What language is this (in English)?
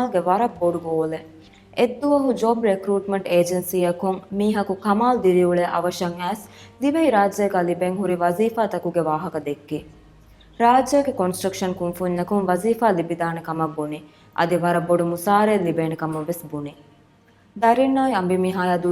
Divehi